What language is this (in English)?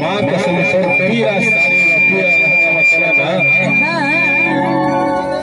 Chhattisgarhi